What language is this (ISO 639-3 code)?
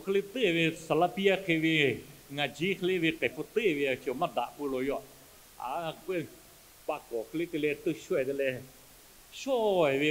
lhu